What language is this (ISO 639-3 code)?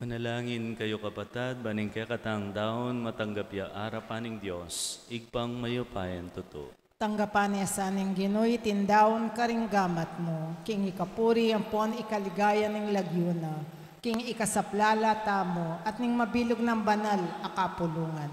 pam